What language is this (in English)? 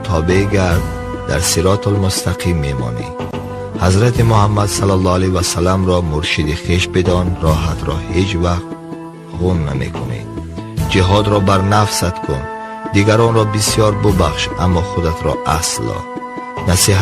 Tajik